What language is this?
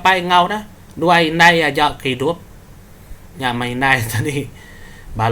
Iban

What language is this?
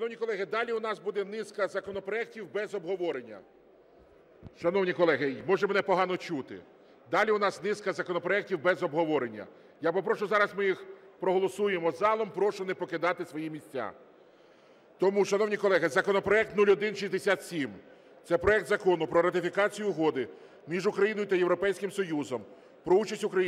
Ukrainian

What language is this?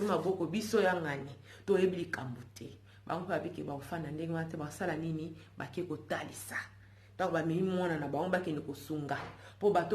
Lingala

